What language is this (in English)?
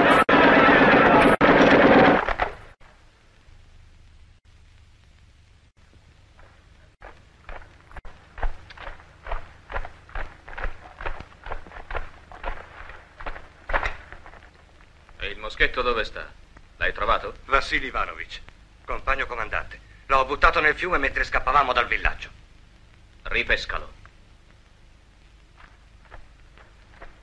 Italian